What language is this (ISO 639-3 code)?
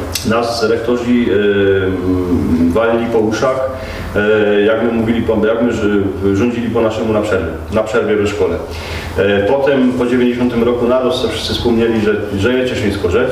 szl